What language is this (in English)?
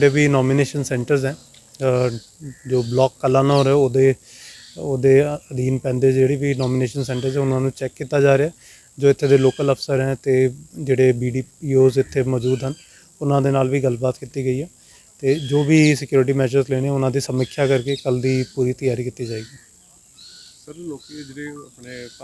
Punjabi